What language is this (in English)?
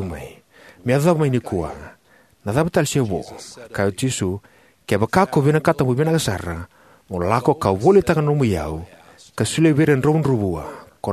Fijian